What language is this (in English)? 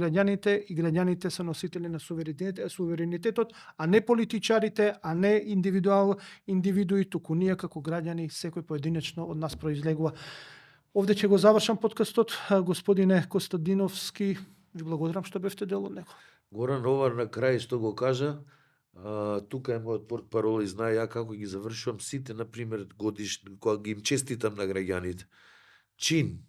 Macedonian